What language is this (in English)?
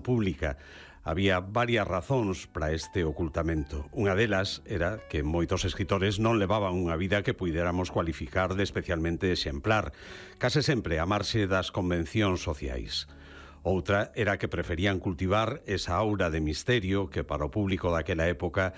Galician